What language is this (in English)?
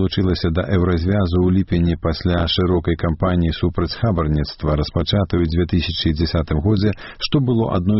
Belarusian